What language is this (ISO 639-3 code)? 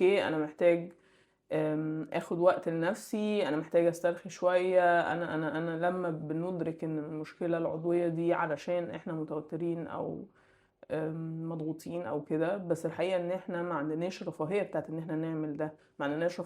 arz